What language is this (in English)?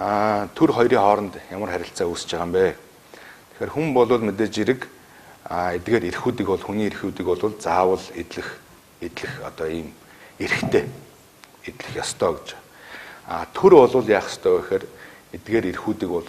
Mongolian